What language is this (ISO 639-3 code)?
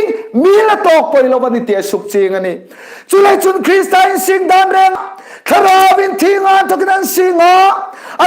hmr